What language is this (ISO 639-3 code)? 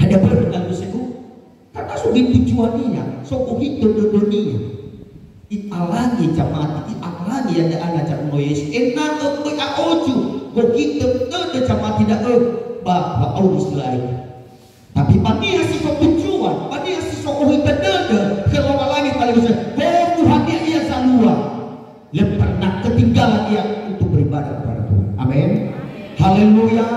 nia